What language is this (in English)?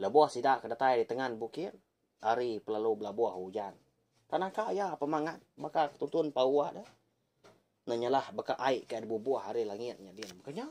Iban